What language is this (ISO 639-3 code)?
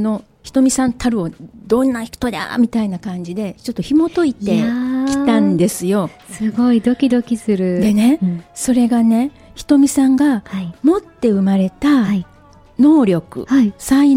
jpn